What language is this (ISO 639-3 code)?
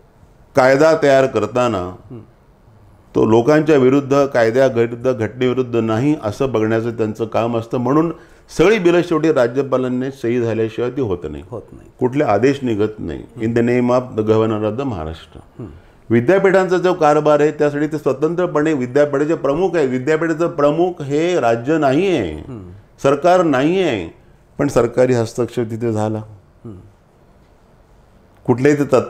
mar